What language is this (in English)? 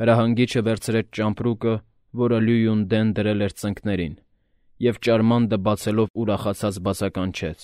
Armenian